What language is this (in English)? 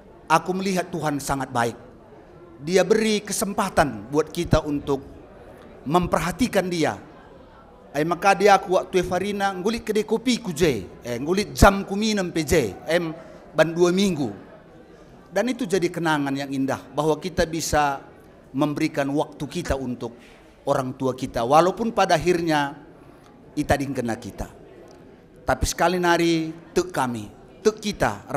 Batak Karo